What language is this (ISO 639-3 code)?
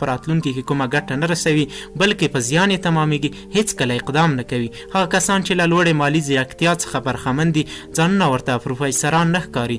pus